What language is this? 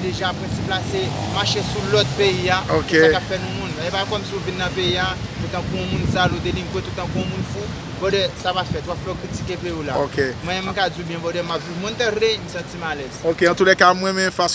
Haitian Creole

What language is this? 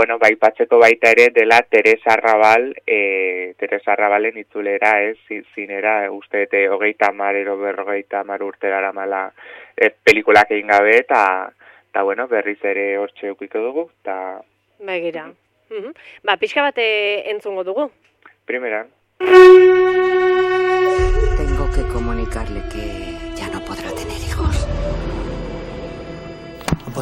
Basque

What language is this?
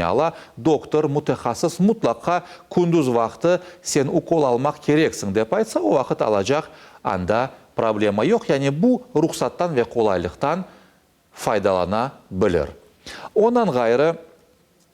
Crimean Tatar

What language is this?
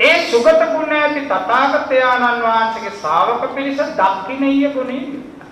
Sinhala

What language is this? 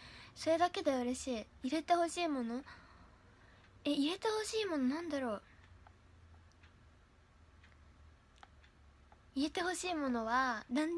Japanese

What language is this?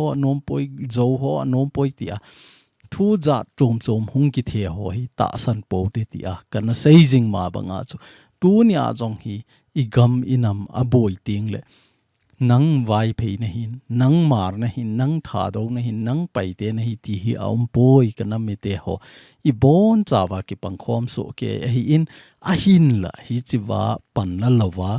Thado Chin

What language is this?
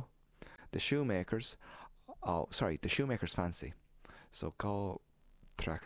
Irish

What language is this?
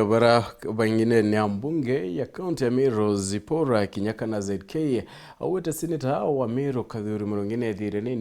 Meru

